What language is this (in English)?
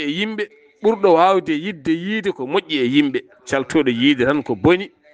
Fula